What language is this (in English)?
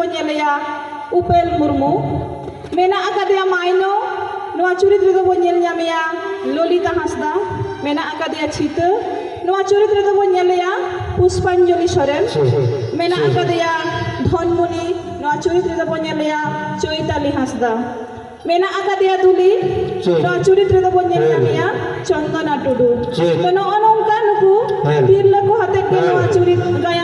Santali